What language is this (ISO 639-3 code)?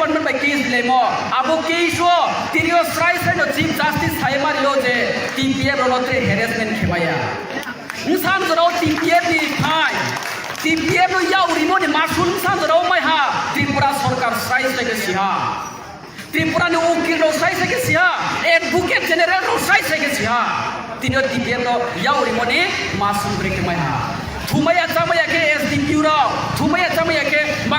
ria